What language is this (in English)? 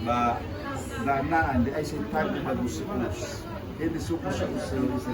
Nias